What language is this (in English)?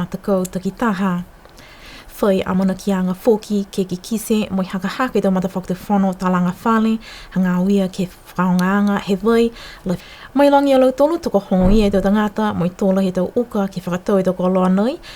Niuean